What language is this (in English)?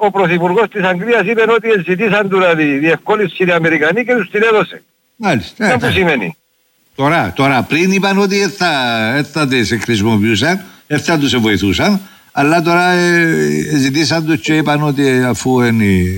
Greek